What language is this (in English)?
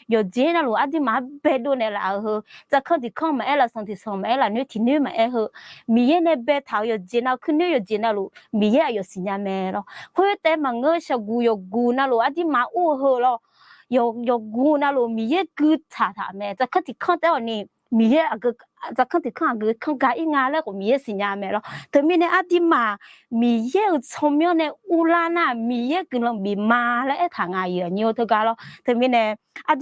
Akha